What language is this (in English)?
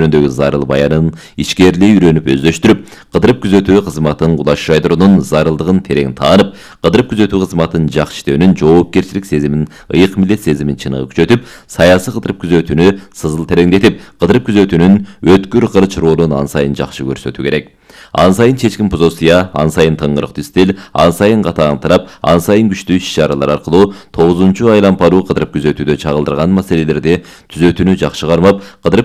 Kyrgyz